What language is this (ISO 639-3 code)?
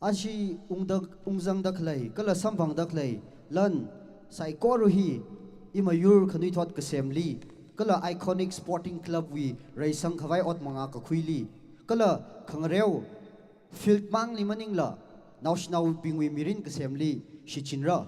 nmf